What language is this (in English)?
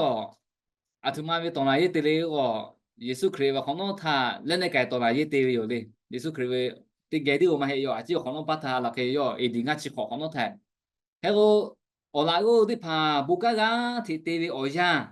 Lahu